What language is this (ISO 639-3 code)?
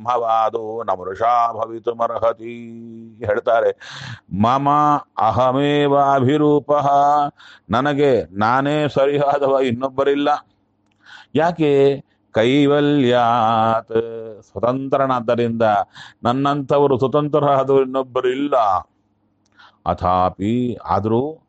kan